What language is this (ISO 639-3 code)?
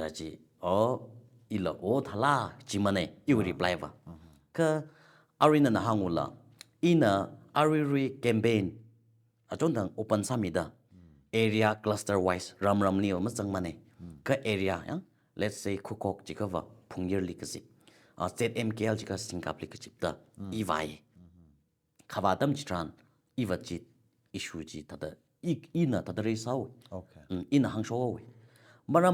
nmf